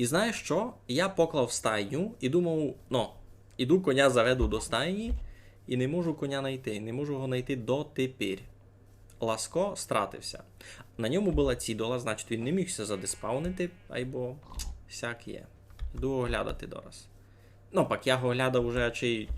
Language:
Rusyn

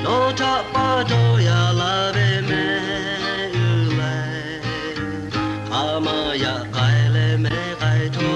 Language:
Lahu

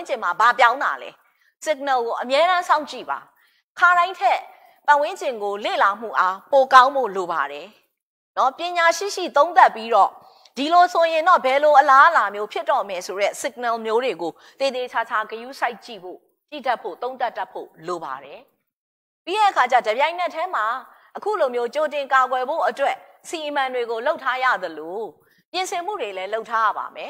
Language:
Burmese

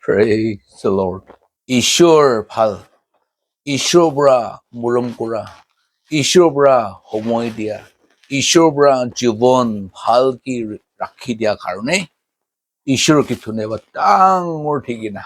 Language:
Naga Pidgin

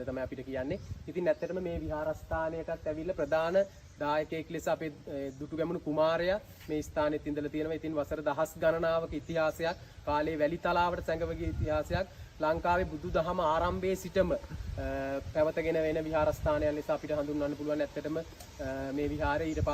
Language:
Sinhala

